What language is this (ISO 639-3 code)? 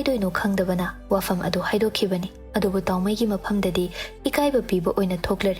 mni